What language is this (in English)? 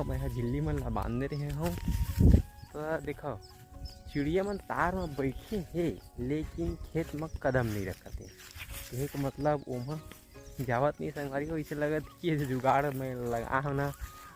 Chhattisgarhi